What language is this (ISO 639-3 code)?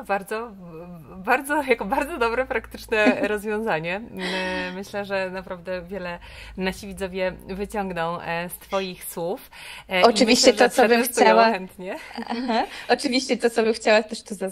pol